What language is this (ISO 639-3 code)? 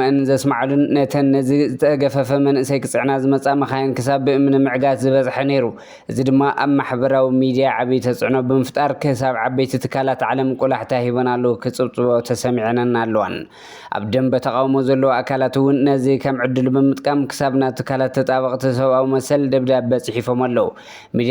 tir